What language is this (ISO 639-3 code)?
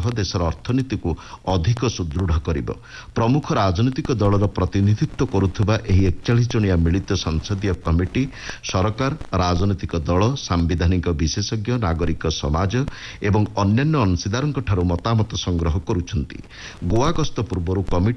ori